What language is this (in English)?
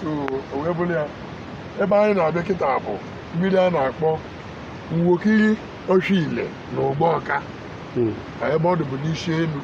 Igbo